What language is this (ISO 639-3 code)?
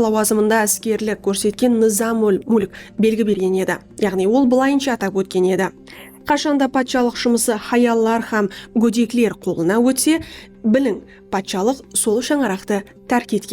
kaa